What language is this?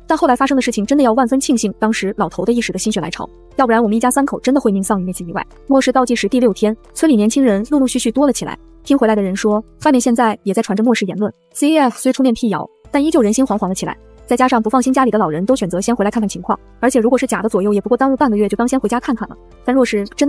Chinese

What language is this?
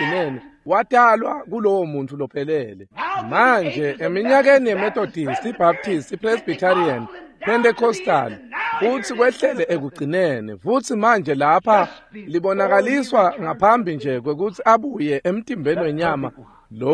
Swati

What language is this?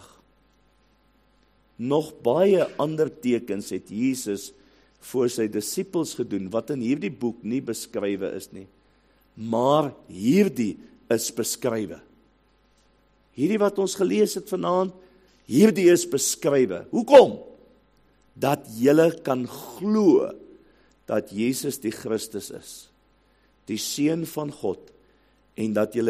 Afrikaans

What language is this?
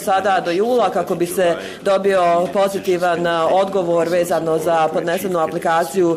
Bosnian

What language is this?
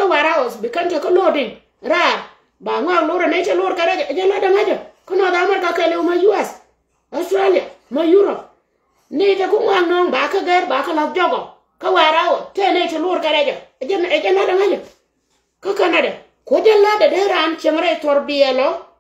Nuer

